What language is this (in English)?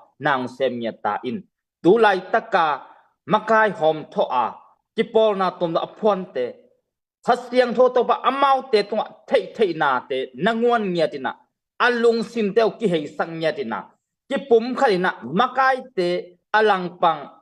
Tedim Chin